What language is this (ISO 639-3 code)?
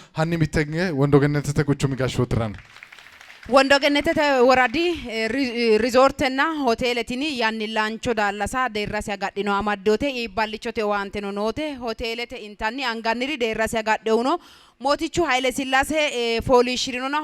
sid